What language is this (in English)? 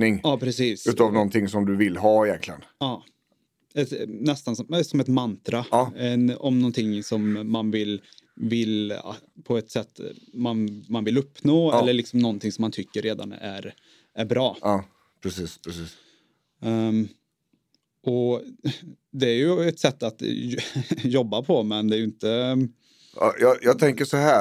Swedish